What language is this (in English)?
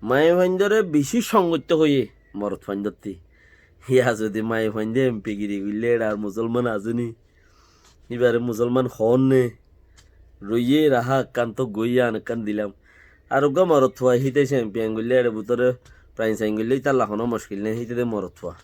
Rohingya